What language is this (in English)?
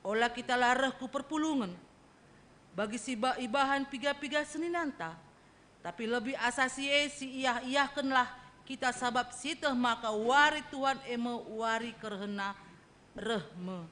Batak Karo